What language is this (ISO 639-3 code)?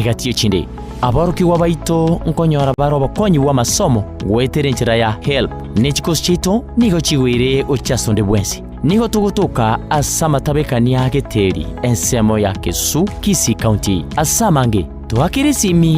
guz